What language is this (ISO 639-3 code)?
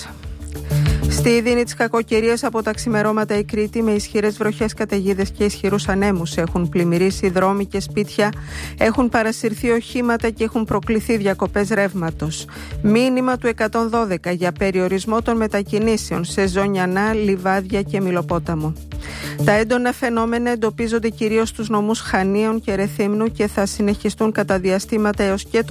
ell